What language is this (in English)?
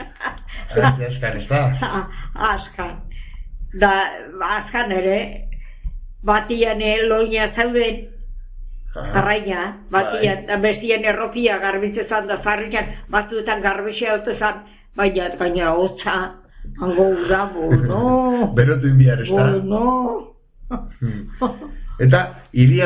Basque